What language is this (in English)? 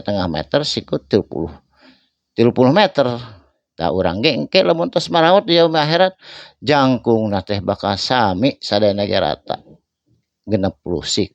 Sundanese